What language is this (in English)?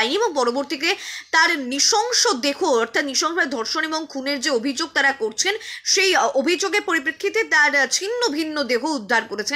Bangla